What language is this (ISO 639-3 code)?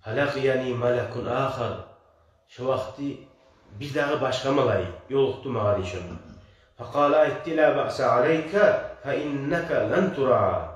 kum